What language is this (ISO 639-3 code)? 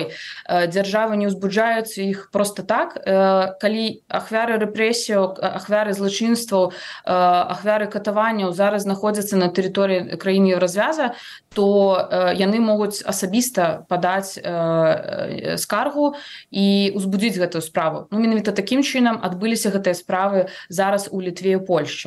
bel